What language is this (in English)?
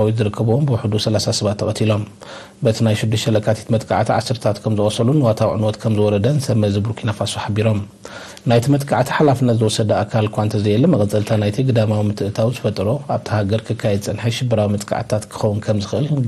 Tigrinya